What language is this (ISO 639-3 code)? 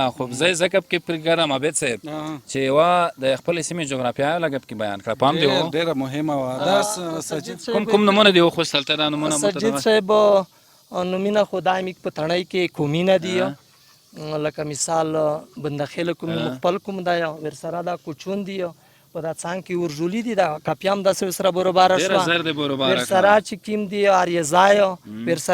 pus